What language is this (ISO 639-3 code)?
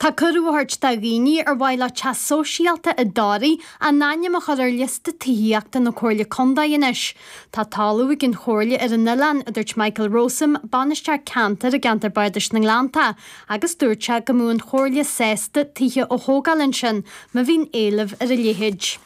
gle